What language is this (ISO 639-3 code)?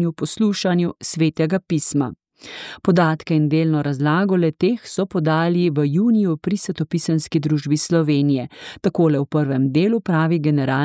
slv